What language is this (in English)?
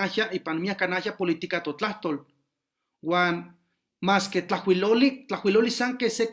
Eastern Huasteca Nahuatl